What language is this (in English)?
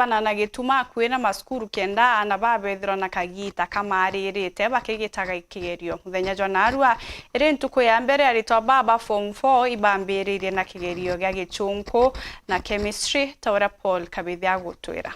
Meru